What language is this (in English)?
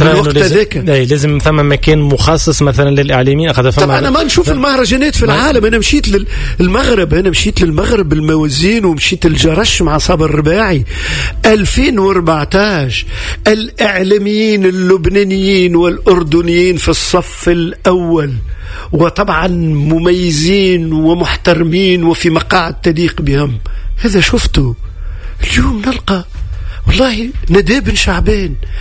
Tunisian Arabic